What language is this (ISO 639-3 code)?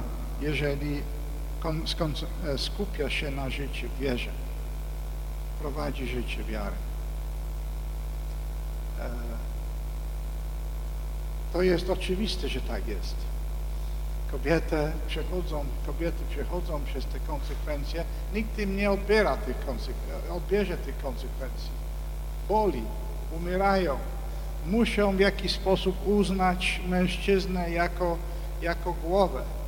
pol